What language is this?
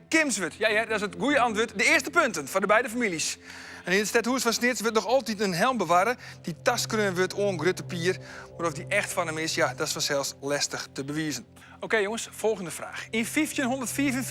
Western Frisian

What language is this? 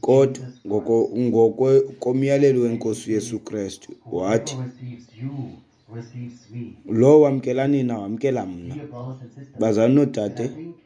Xhosa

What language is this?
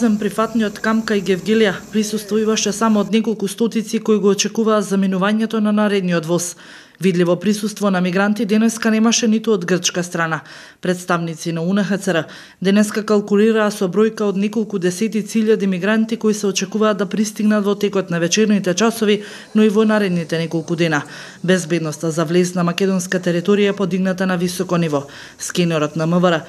Macedonian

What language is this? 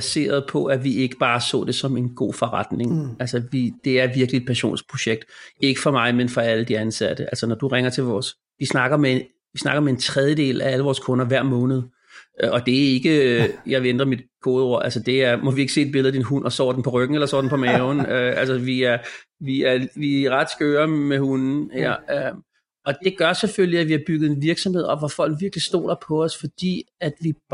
Danish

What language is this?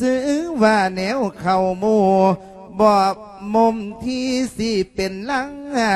Lao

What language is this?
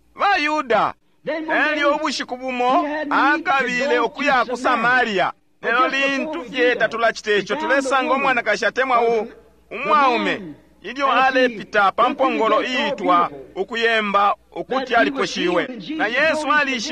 Bemba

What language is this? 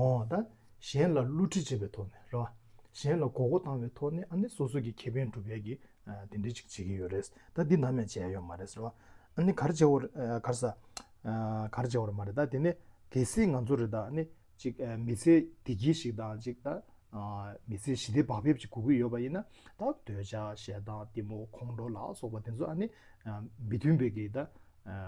Tibetan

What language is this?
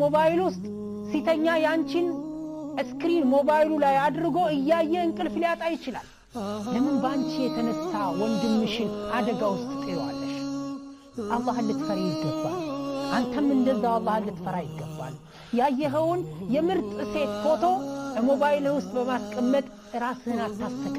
Amharic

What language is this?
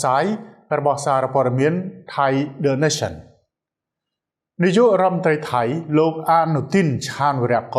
Khmer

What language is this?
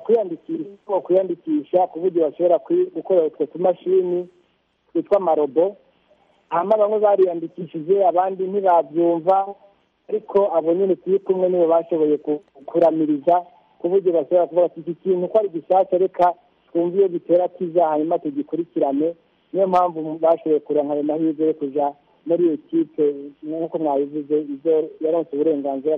Kinyarwanda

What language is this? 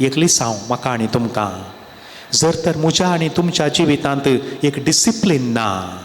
Konkani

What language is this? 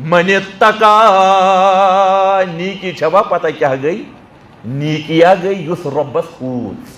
Kashmiri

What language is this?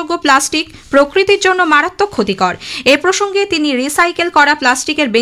Bangla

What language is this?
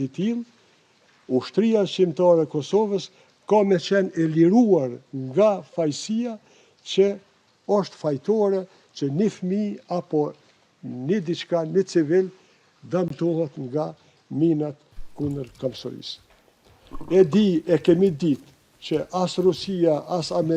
Albanian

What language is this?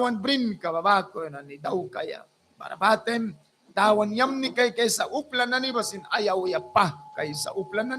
Mískito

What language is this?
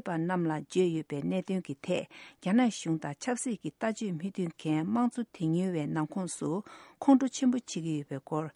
Tibetan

